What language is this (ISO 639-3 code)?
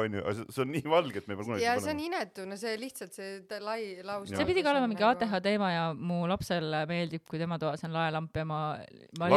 est